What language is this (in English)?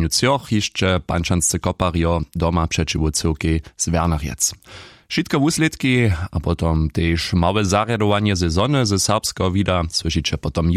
Upper Sorbian